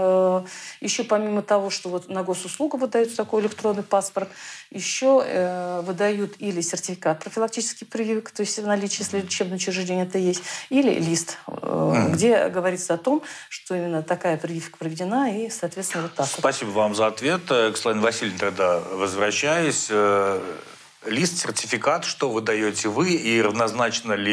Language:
Russian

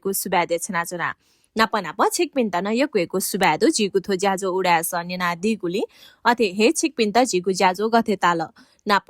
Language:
Newari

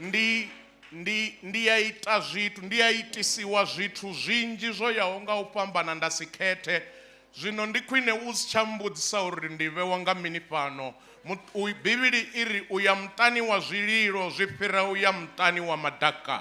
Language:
Venda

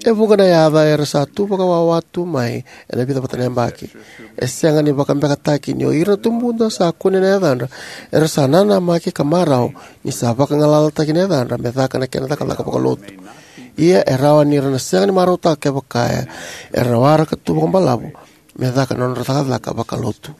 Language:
Fijian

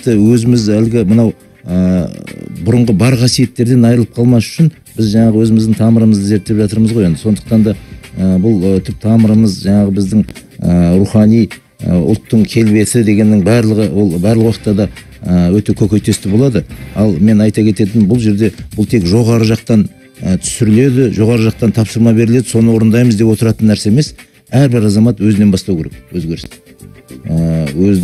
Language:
Kazakh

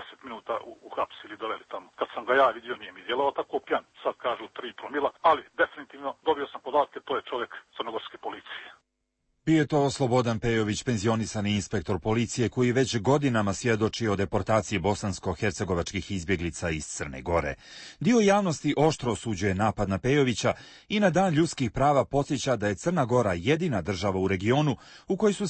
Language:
Croatian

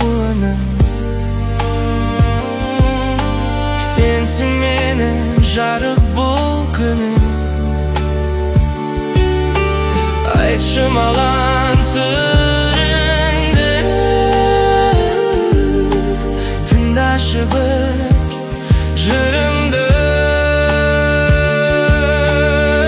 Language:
Kazakh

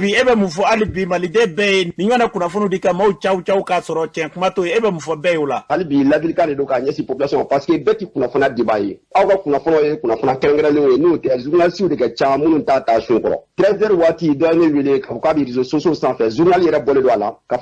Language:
Bambara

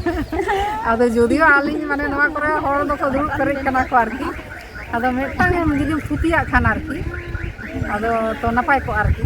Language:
Santali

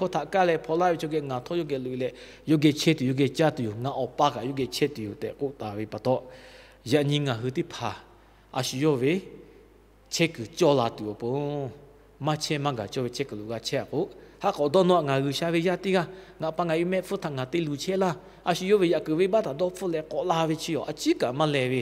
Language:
Lahu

